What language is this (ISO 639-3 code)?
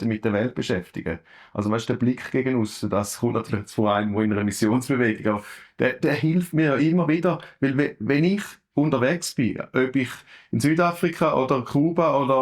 gsw